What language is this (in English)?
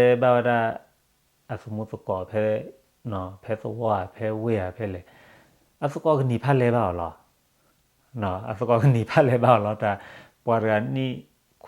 S'gaw Karen